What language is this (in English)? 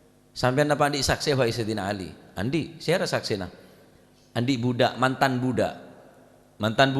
Madurese